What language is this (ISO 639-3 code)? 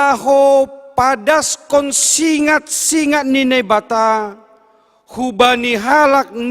bts